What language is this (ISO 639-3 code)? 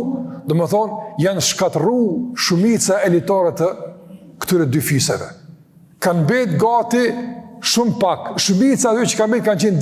sqi